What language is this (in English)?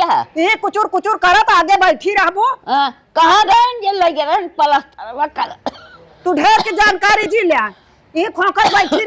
Awadhi